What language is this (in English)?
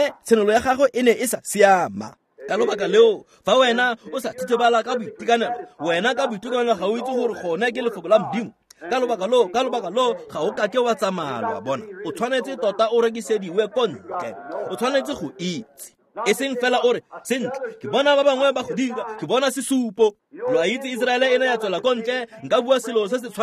Tswana